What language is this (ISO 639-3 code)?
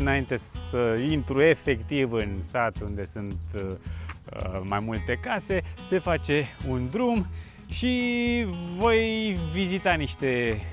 ron